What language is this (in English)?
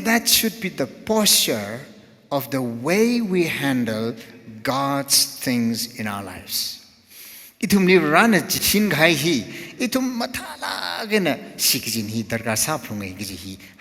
Tangkhul Naga (India)